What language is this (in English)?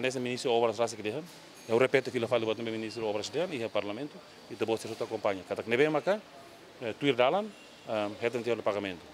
Tetum